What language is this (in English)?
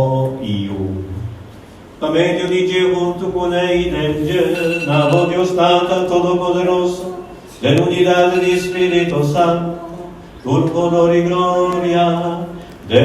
Papiamento